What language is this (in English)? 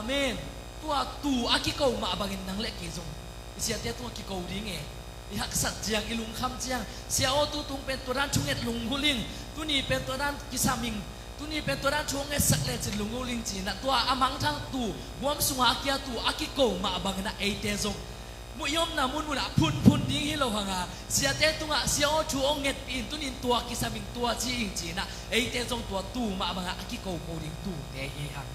Tedim Chin